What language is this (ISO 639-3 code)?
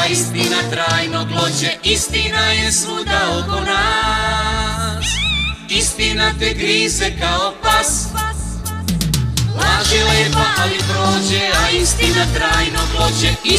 srp